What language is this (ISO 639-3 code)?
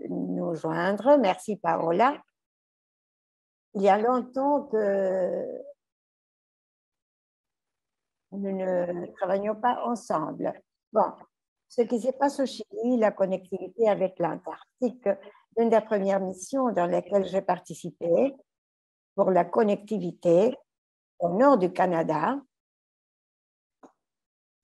fra